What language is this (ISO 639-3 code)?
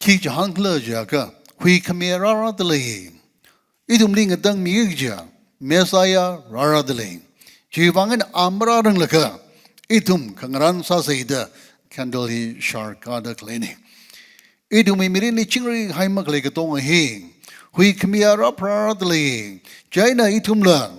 nmf